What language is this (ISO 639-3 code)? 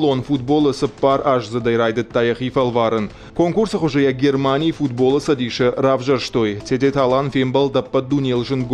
oss